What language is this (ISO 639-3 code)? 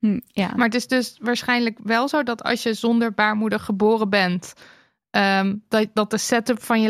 nld